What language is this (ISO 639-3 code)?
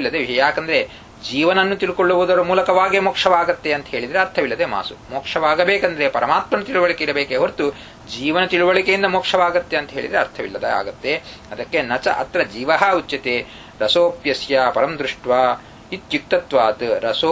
kan